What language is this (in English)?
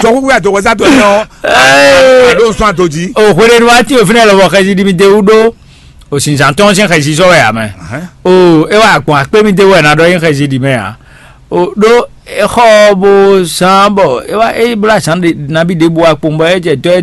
Fon